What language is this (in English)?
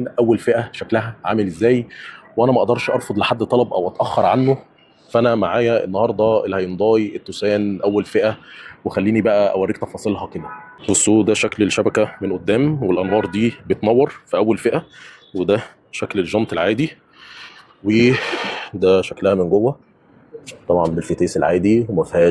Egyptian Arabic